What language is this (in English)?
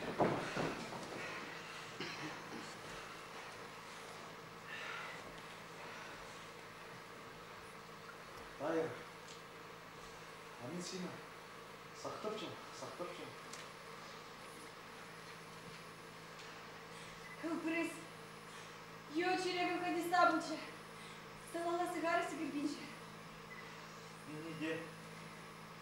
Kazakh